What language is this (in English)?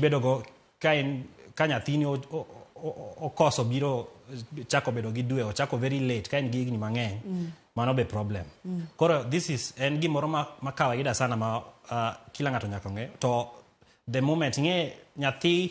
Luo (Kenya and Tanzania)